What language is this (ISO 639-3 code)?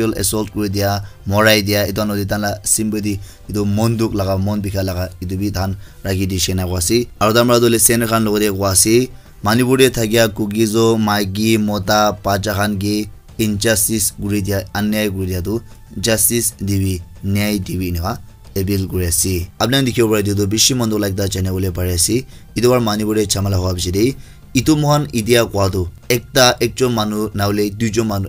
nag